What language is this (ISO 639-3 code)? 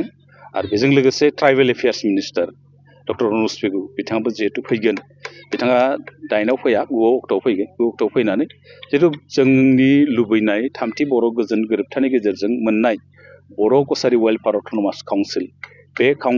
brx